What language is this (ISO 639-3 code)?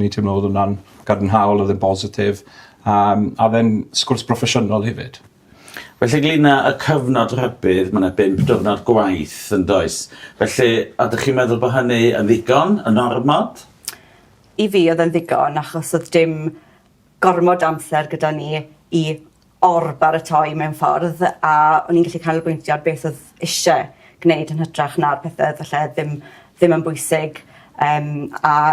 cym